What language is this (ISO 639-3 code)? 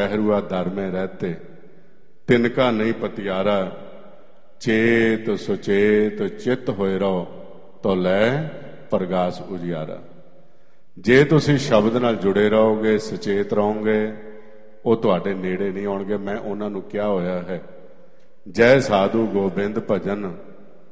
pan